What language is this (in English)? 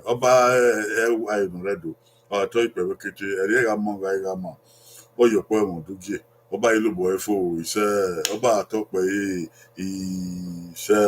Bini